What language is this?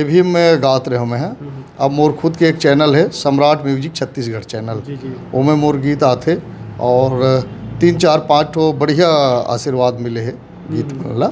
Chhattisgarhi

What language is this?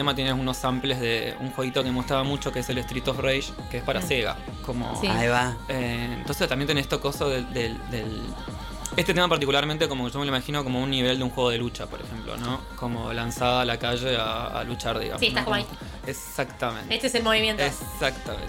Spanish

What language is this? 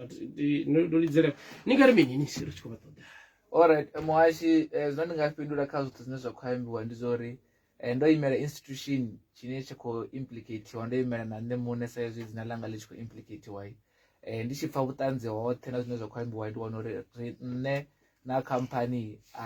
Venda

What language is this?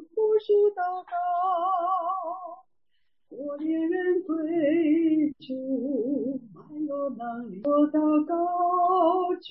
Chinese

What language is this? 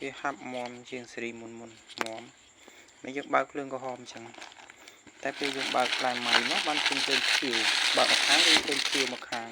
Khmer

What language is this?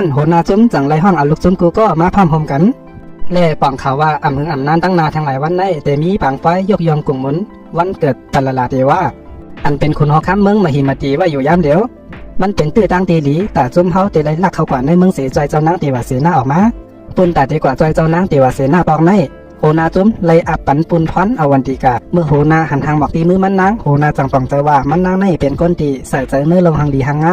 Shan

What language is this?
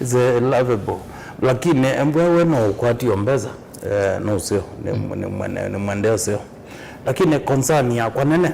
Kamba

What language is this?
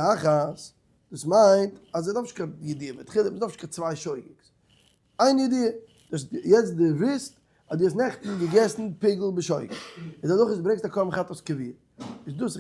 Yiddish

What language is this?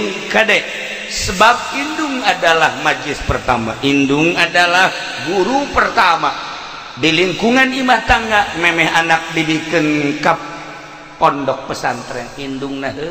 Sundanese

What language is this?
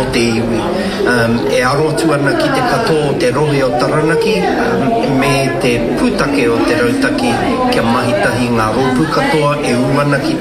Māori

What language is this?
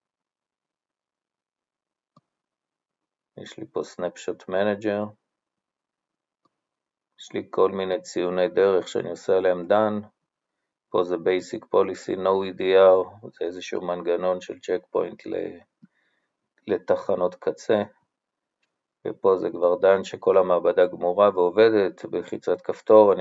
Hebrew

